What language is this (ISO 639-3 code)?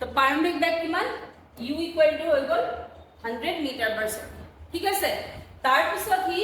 asm